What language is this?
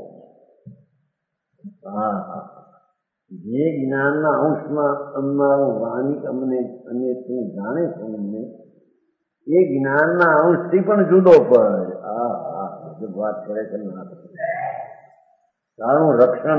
Gujarati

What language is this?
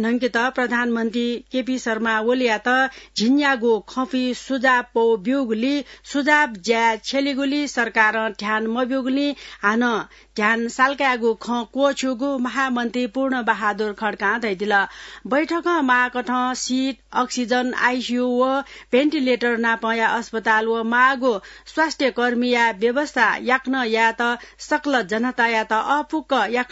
Newari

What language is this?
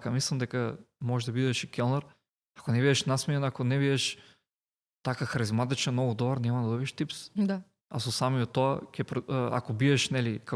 Macedonian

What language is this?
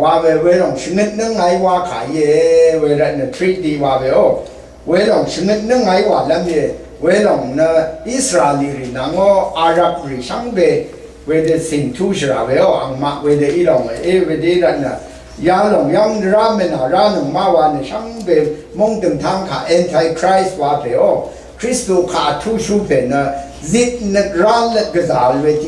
Rawang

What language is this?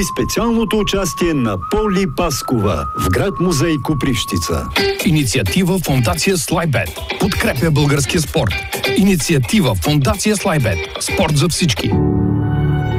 Bulgarian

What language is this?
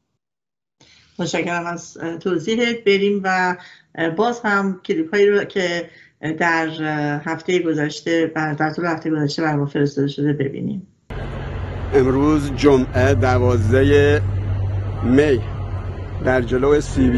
Persian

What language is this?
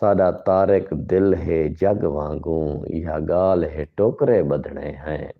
Saraiki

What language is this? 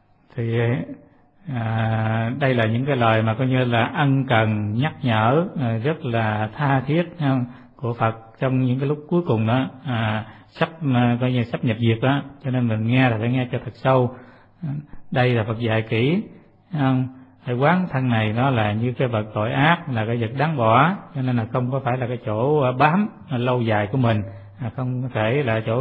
Vietnamese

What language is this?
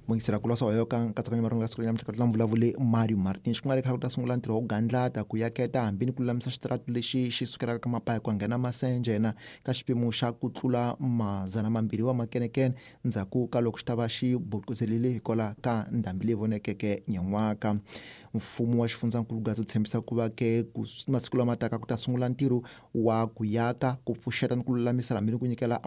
Tsonga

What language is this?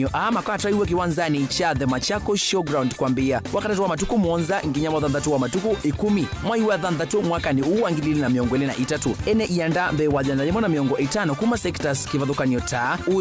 Kamba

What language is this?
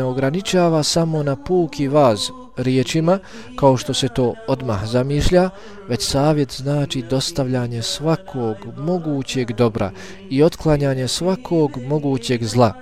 Bosnian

